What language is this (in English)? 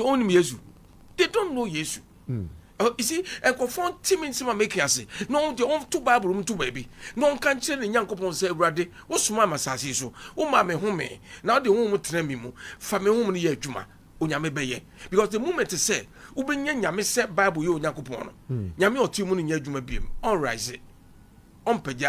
Akan